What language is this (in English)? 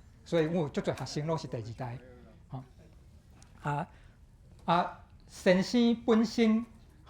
Min Nan Chinese